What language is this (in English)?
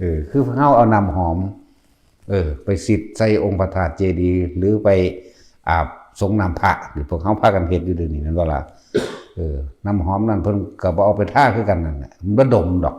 Northeastern Thai